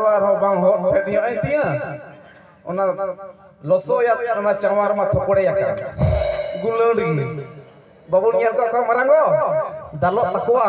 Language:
Santali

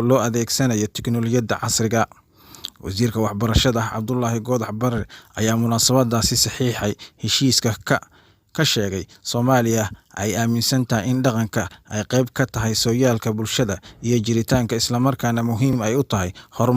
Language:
Somali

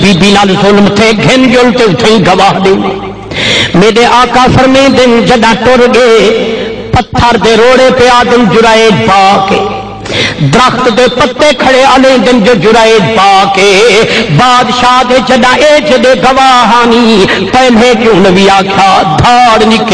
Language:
Saraiki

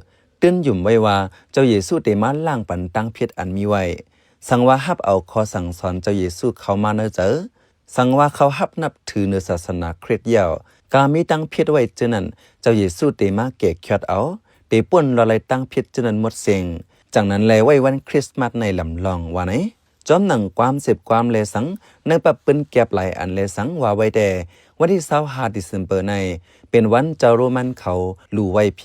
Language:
Shan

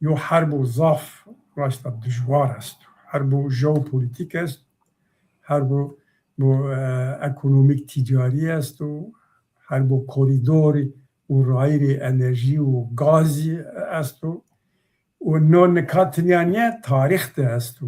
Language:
Zaza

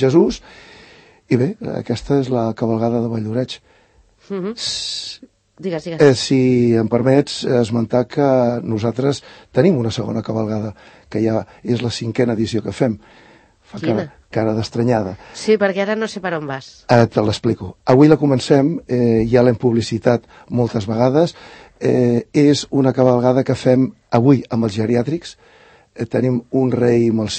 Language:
Catalan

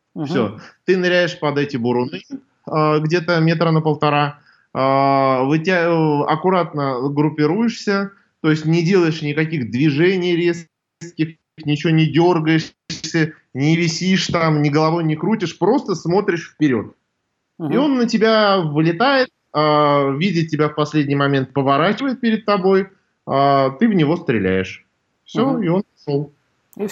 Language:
Russian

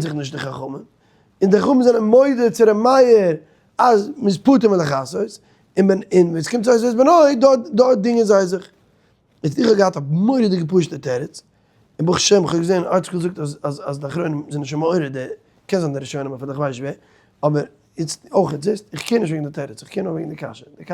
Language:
Yiddish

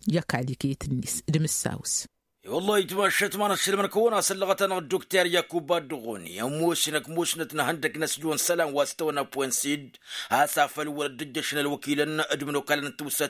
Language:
Tamasheq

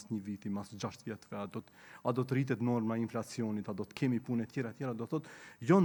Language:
Albanian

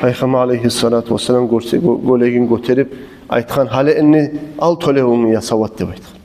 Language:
Kumyk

